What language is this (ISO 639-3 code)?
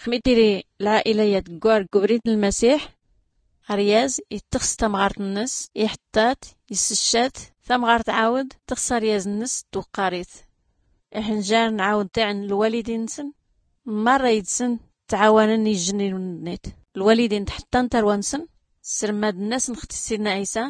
shi